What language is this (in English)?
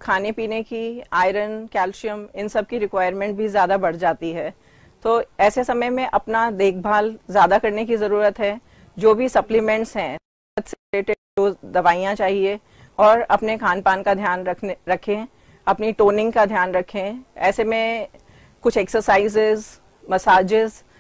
Hindi